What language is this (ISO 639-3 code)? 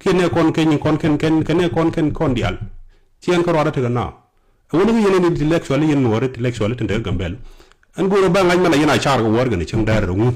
nus